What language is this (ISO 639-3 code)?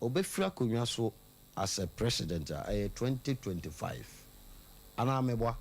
aka